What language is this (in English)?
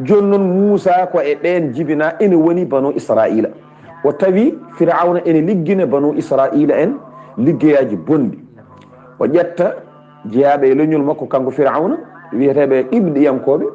Fula